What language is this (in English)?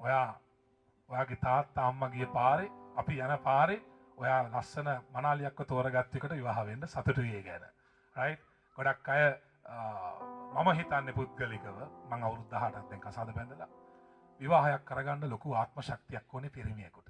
Sinhala